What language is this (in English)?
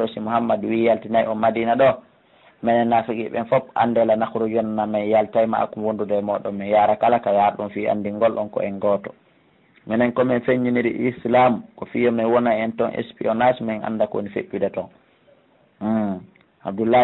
Pular